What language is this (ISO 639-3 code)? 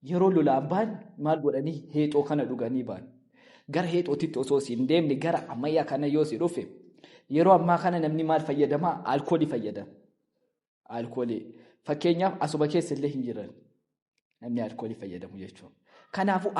orm